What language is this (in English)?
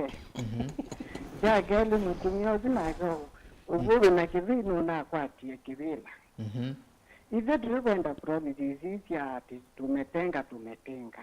Kamba